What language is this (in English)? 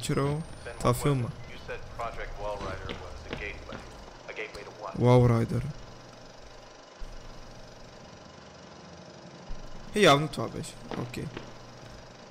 Bulgarian